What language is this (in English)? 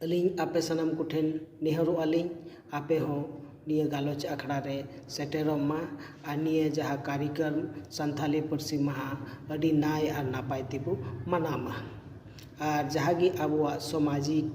Santali